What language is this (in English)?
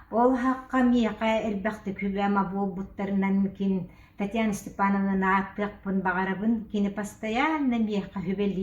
Yakut